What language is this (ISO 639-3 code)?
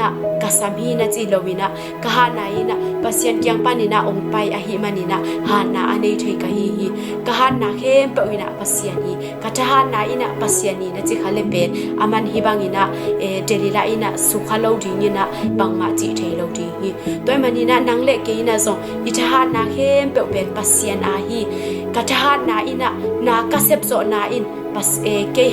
ctd